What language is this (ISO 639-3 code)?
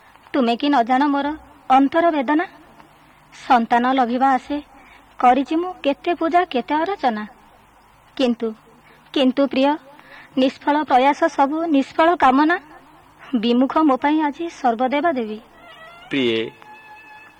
ori